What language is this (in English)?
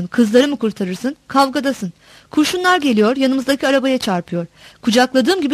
Turkish